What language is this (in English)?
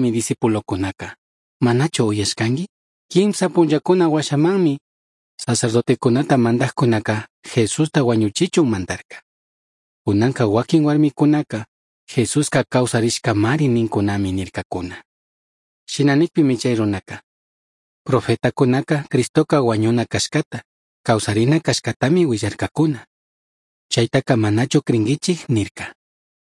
Chimborazo Highland Quichua